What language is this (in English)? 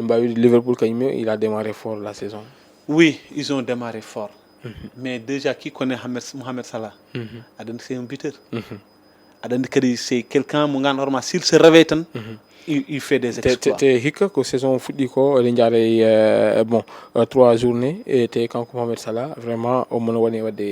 Fula